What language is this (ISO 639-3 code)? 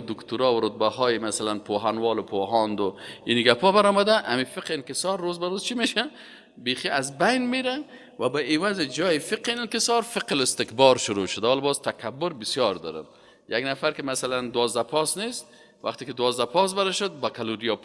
fas